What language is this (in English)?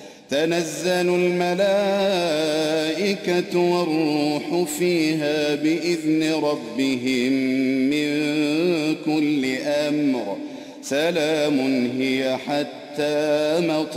Arabic